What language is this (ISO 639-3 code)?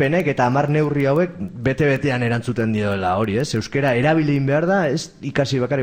eus